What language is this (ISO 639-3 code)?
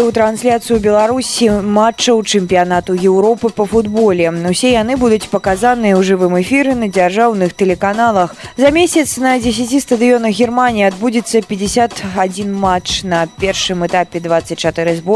bel